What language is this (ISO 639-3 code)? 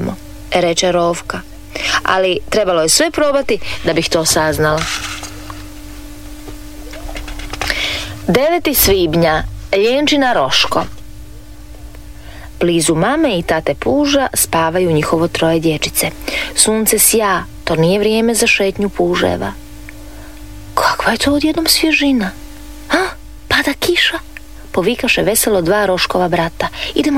hrv